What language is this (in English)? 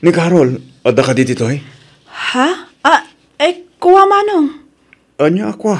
Iloko